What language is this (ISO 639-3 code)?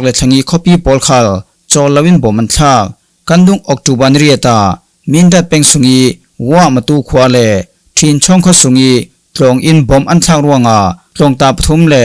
cfm